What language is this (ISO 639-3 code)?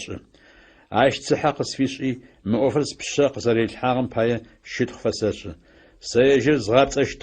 ady